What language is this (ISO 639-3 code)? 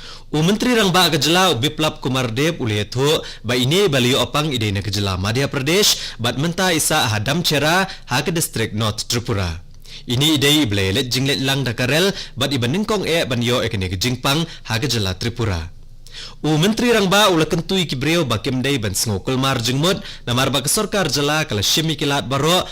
kha